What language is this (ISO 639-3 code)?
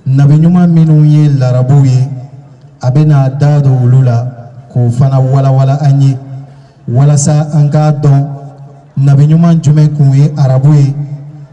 bam